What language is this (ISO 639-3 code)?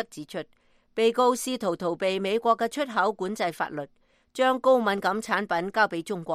yue